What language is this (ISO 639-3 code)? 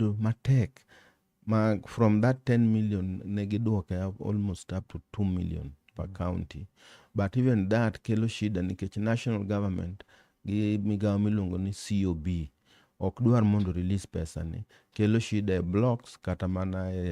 luo